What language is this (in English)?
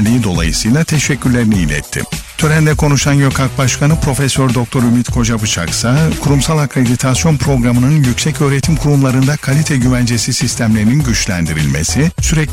Turkish